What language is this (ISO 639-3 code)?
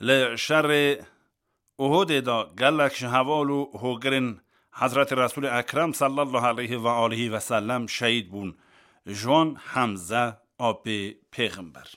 kur